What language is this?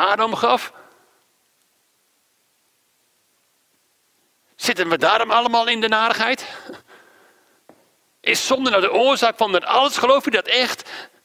Dutch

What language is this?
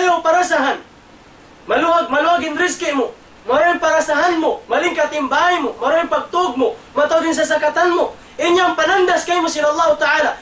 Tausug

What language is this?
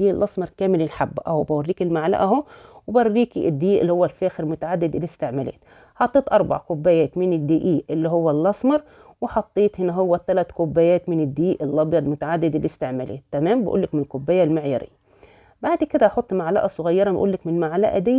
Egyptian Arabic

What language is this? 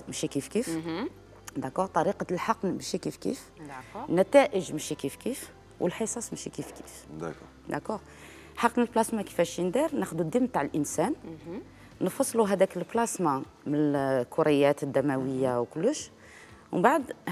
Algerian Arabic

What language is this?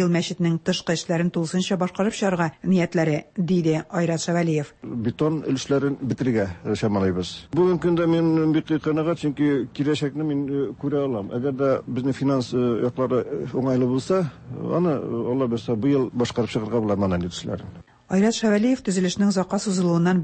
Tatar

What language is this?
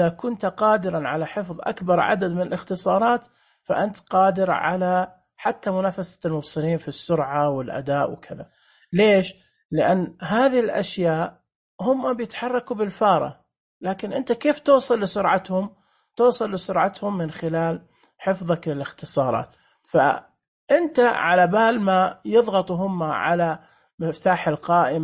Najdi Arabic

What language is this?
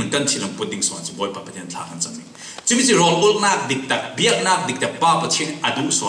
Falam Chin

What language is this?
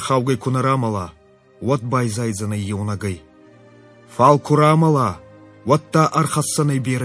Ossetic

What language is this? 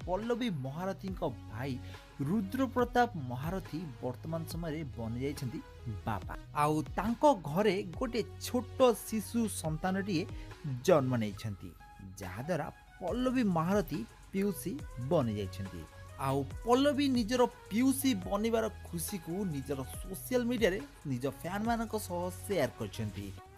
Odia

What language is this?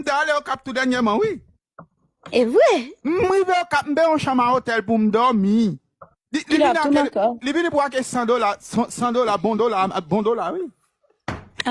Haitian Creole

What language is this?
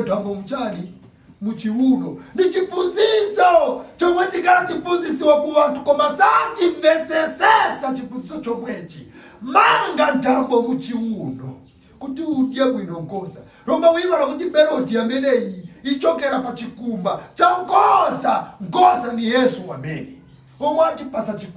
Nyanja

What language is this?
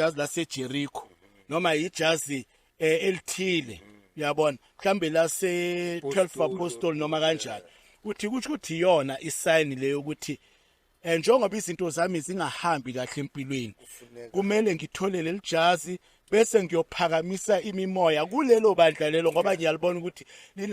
Zulu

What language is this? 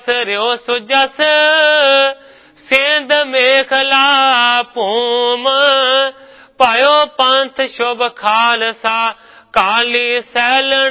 Punjabi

